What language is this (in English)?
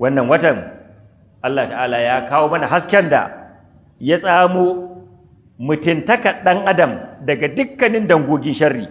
Hausa